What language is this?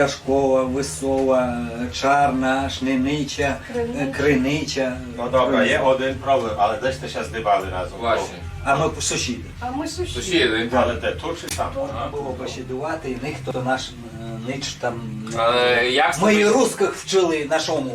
Rusyn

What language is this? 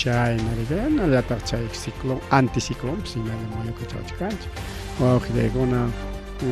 Ayacucho Quechua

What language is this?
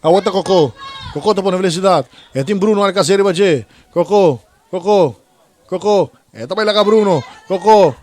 Papiamento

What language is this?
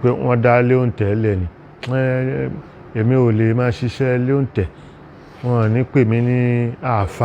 Yoruba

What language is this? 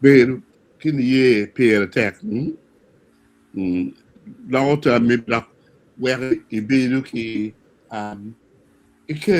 Acoli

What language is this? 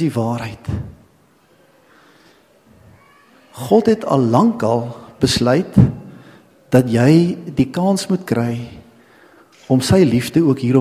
Afrikaans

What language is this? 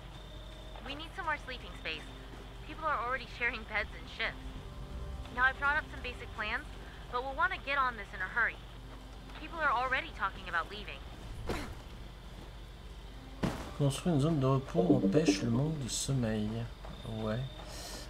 French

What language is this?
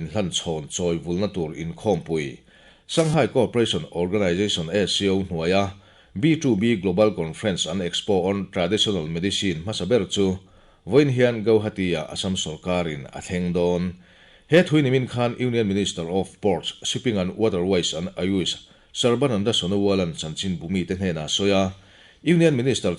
Mizo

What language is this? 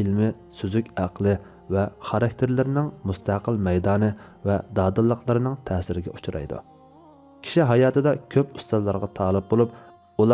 Uyghur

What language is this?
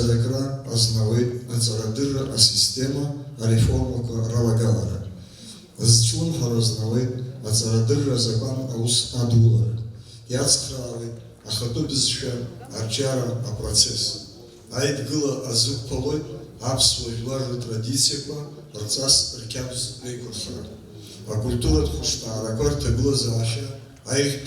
Abkhazian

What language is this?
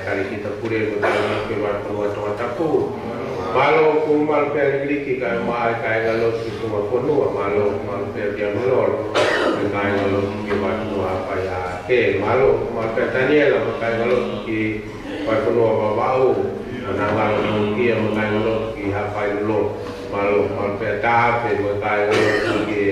Tongan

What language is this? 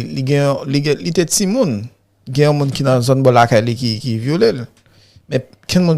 Haitian Creole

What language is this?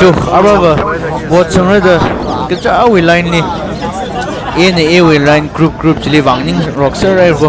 Tangkhul Naga (India)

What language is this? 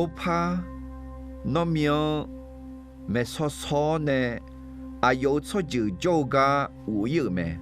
Akha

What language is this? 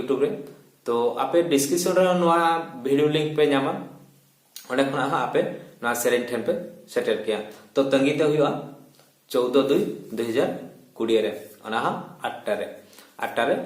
Santali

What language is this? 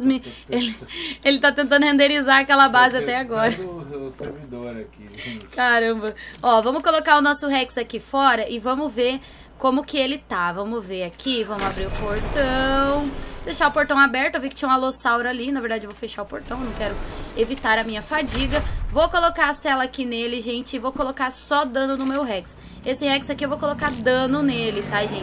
Portuguese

